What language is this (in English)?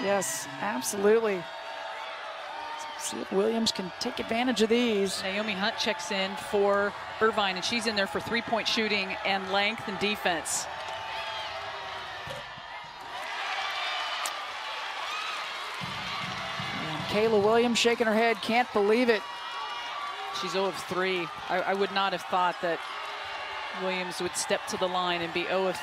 English